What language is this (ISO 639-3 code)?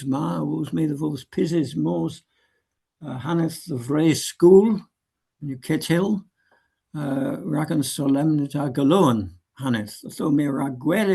cor